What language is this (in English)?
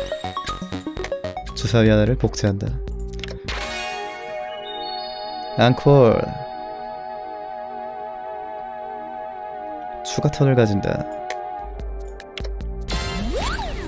Korean